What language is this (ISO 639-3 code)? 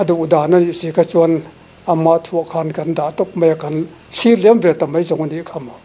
lus